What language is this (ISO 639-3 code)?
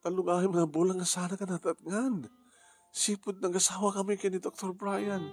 ilo